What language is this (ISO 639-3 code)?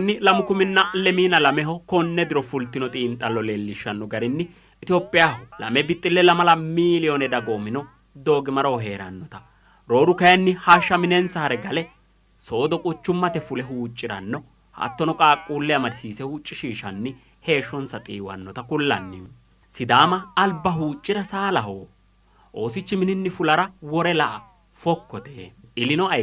sid